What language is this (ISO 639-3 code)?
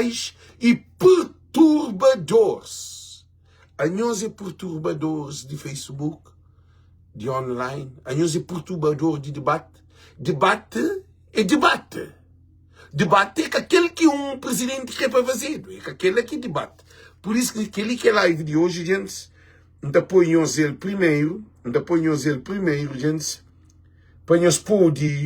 kea